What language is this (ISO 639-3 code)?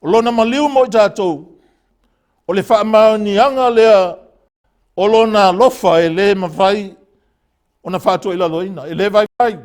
smo